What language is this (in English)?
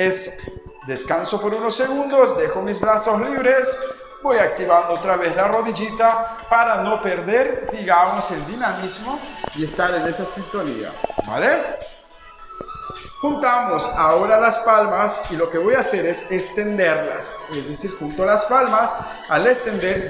Spanish